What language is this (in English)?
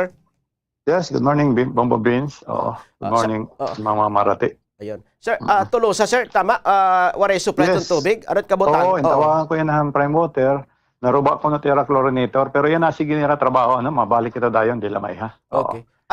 Waray